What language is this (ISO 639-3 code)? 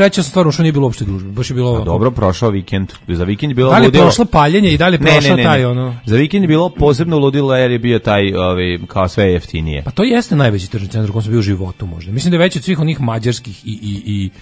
srp